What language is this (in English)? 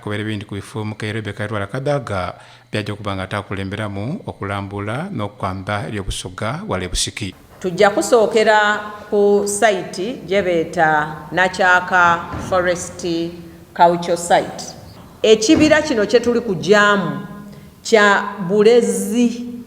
Soga